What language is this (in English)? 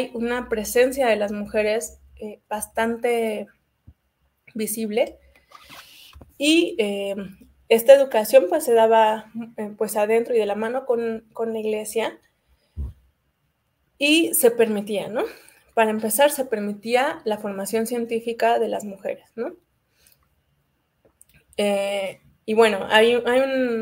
Spanish